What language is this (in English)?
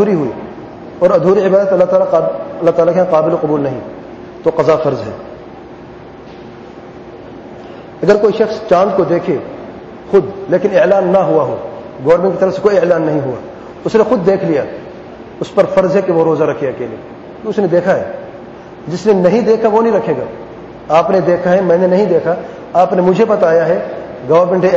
Urdu